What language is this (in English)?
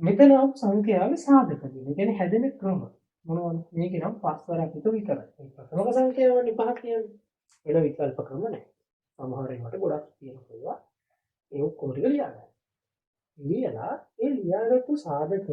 Sinhala